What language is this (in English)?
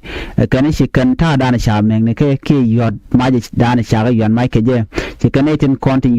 Nuer